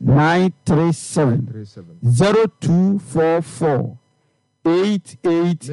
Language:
Akan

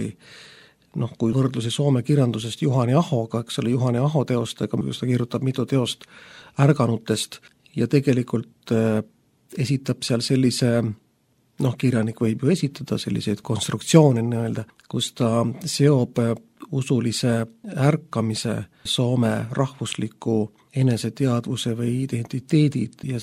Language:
Estonian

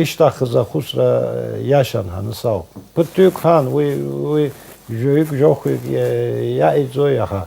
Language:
Abkhazian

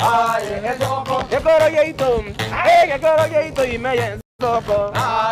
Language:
Gusii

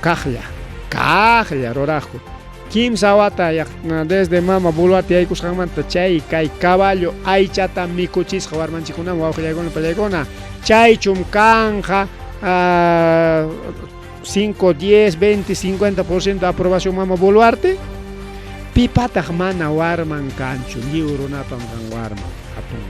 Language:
Ayacucho Quechua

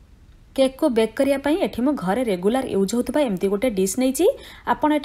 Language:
Odia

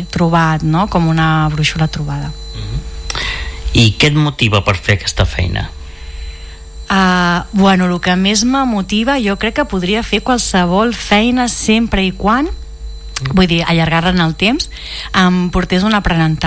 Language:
Catalan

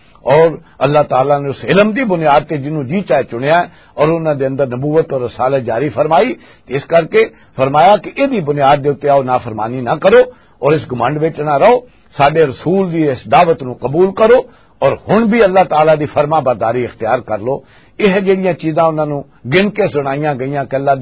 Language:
Western Panjabi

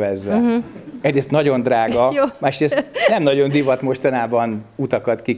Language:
Hungarian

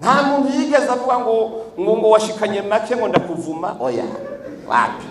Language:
Rundi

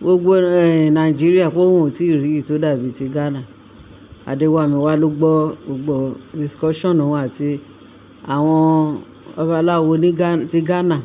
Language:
Yoruba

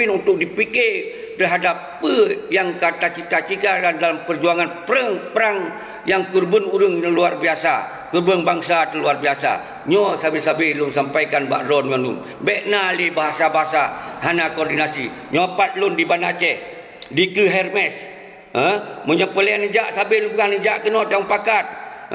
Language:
Achinese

